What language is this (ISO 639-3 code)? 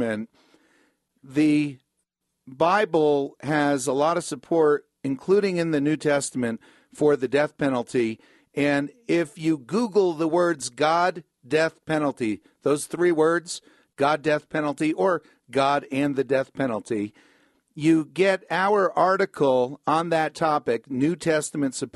eng